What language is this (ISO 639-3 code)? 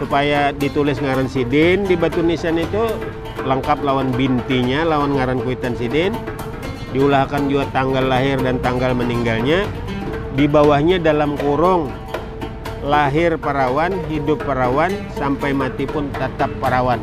bjn